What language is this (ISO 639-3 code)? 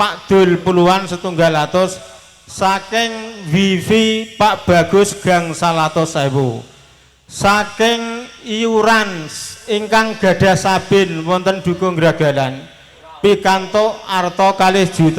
jav